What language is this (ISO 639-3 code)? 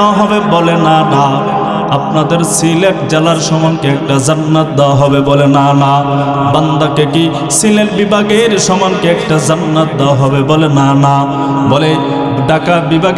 ben